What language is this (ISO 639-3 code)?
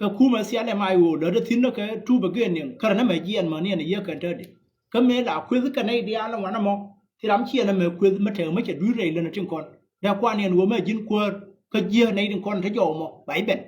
nus